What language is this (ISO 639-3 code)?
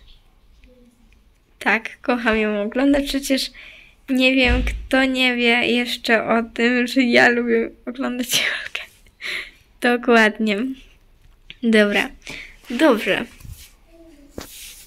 pol